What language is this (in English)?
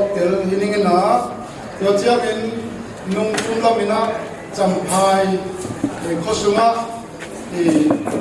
Tedim Chin